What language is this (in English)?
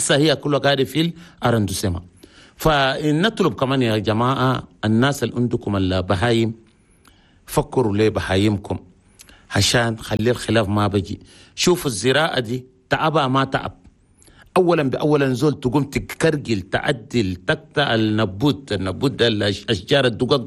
Chadian Arabic